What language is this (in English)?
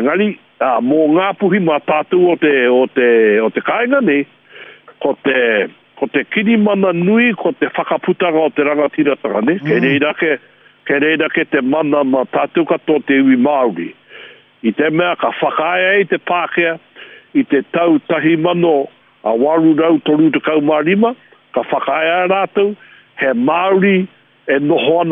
Māori